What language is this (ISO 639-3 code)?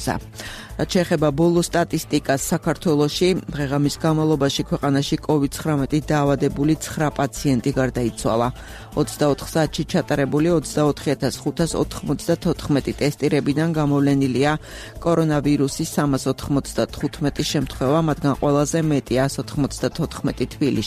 kat